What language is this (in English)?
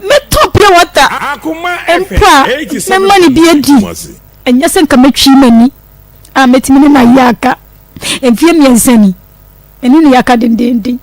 Akan